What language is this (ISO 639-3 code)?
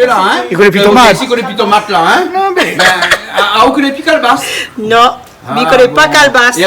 rcf